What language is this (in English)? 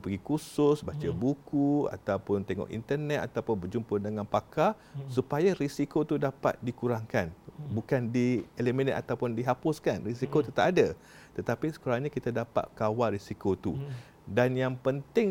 Malay